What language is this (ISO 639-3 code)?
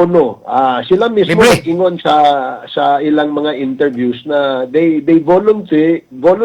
ceb